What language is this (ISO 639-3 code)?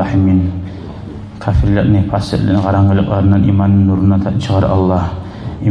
kum